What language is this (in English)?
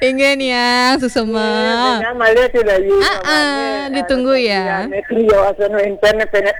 Balinese